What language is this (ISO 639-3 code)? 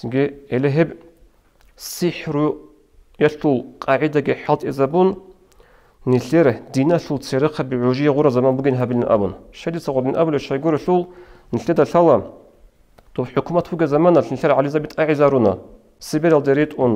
ava